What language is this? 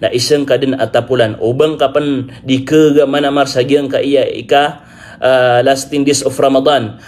Maranao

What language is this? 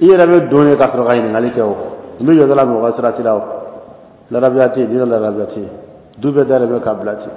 Bambara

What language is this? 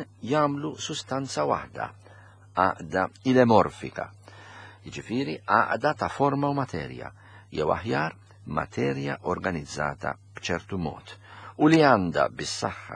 Maltese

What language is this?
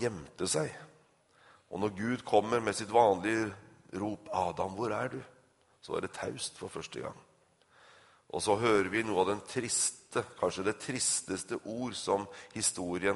Norwegian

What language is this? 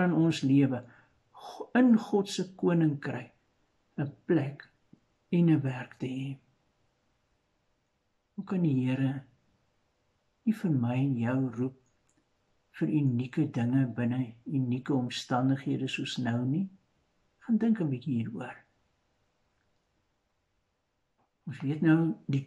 Afrikaans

